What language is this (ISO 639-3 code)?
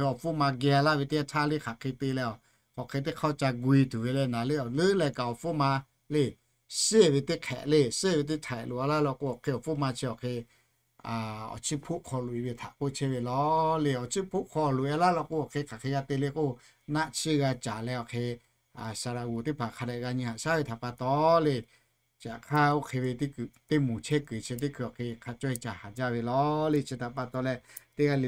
lhu